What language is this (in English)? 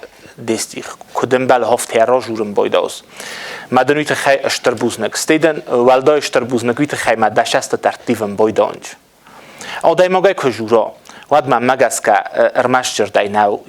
Ossetic